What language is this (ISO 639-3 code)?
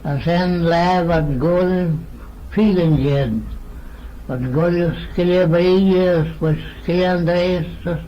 glv